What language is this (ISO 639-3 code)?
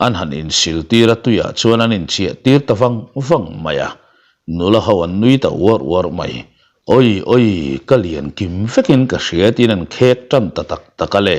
lus